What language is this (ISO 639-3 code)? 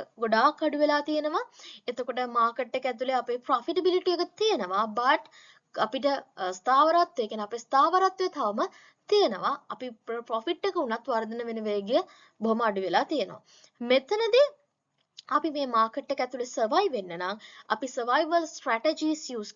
sin